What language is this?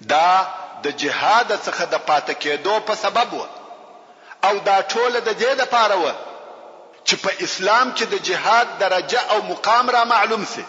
Pashto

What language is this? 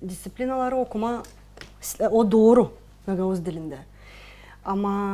Gagauz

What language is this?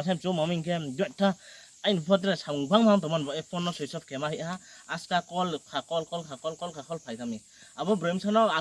Riang (India)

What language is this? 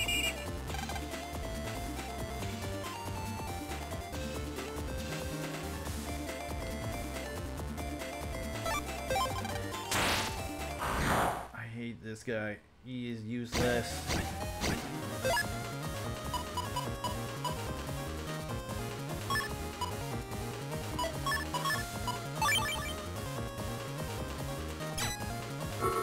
English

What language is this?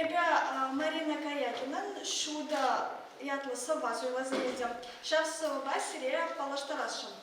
Chuvash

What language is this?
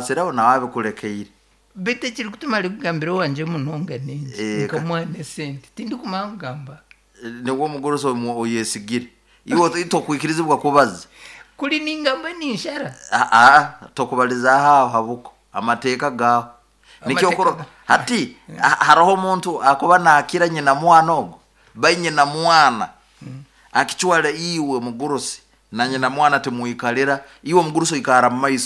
Nyoro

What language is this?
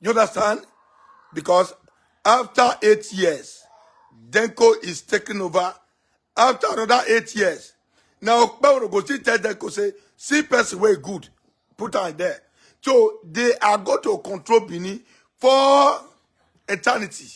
Nigerian Pidgin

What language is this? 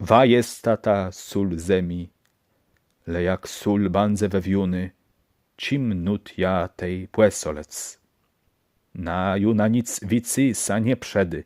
Kashubian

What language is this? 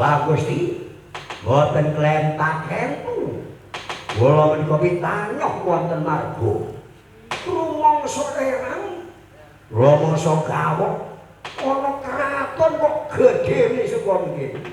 Javanese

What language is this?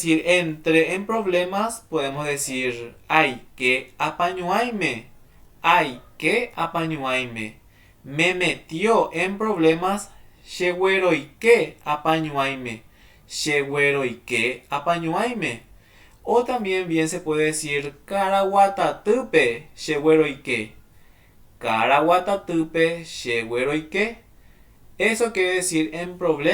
Guarani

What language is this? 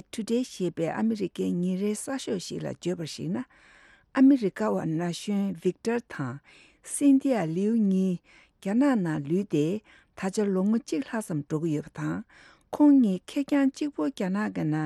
Tibetan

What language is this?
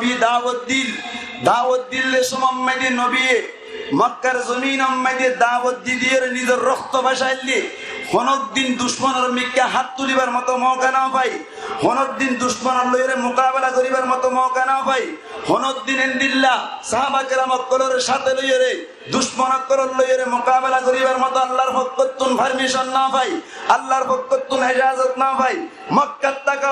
Rohingya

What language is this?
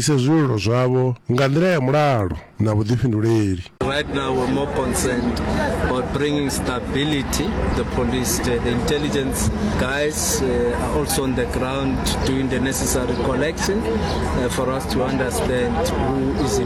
Venda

